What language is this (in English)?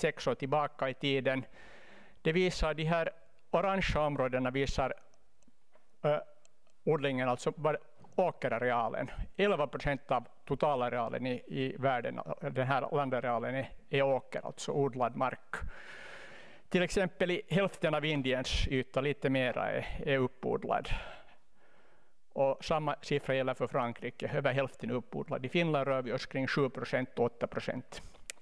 Swedish